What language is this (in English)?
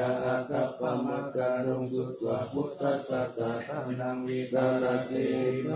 Pali